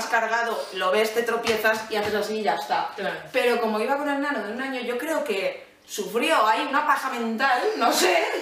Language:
Spanish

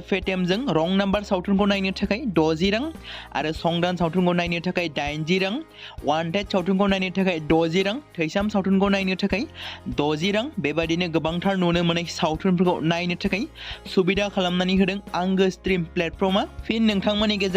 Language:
Bodo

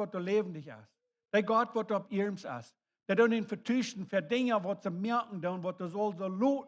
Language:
Plautdietsch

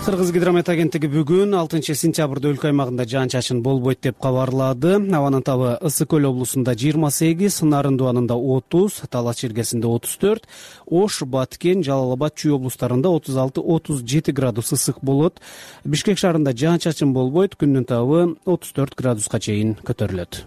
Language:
Kyrgyz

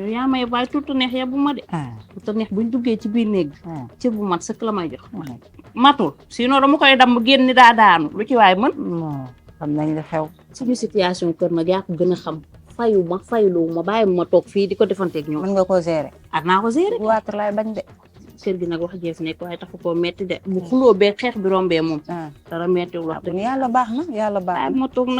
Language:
Wolof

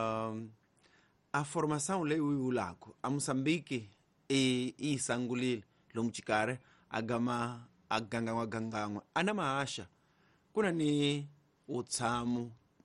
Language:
Tsonga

